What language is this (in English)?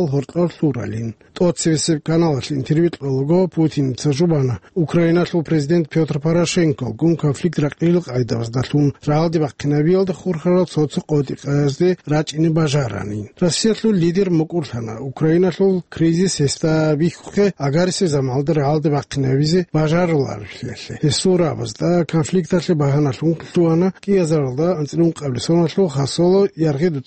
Avaric